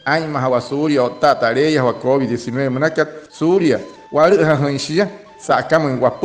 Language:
Wayuu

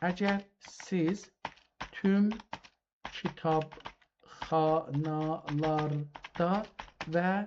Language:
South Azerbaijani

